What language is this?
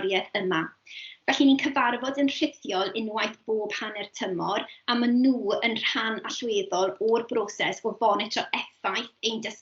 Welsh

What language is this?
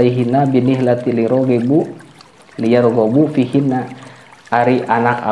Sundanese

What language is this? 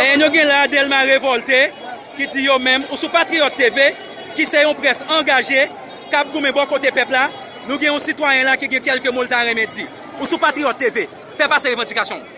Haitian Creole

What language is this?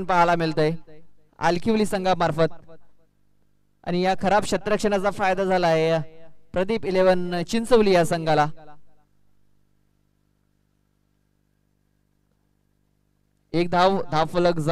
Marathi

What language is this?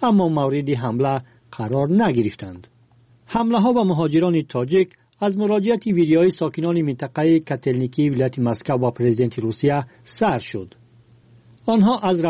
Tajik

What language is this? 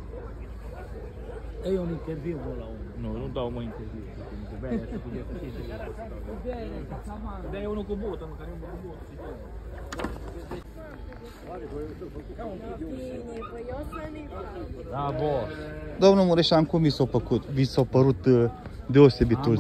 Romanian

